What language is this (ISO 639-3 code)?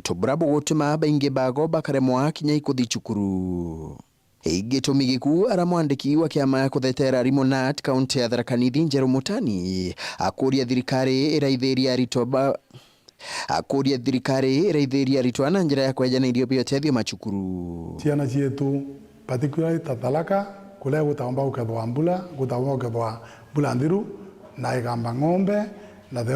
mer